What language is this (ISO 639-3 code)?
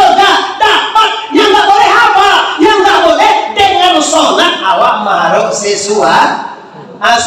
min